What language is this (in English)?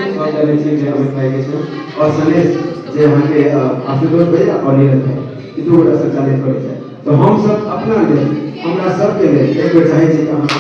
Maithili